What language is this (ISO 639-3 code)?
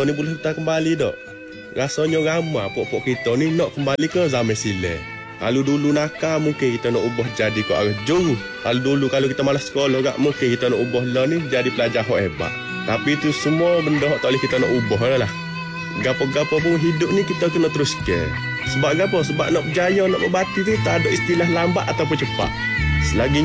msa